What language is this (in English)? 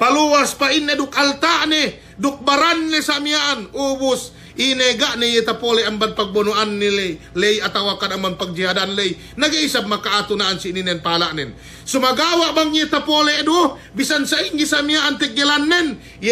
Yakan